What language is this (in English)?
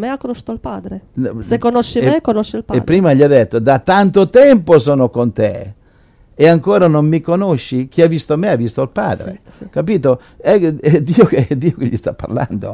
Italian